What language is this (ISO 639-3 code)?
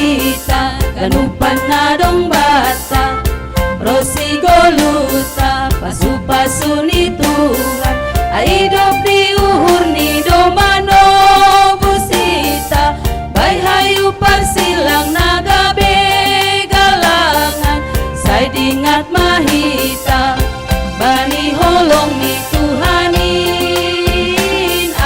bts